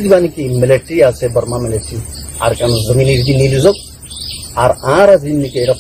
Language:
Rohingya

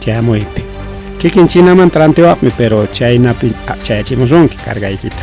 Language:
Ayacucho Quechua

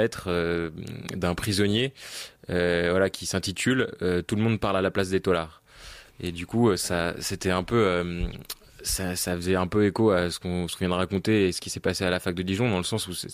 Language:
French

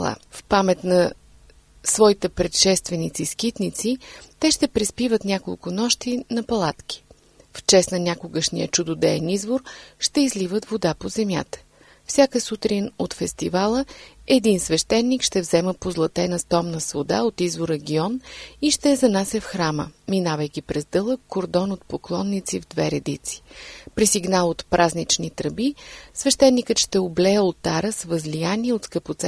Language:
Bulgarian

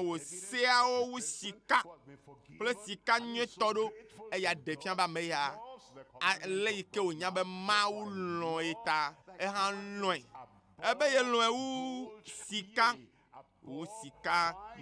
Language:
Ewe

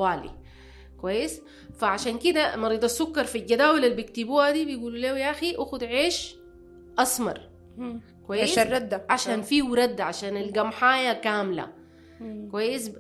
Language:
Sudanese Arabic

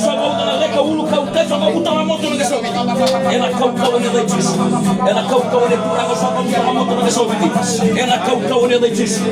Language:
Fijian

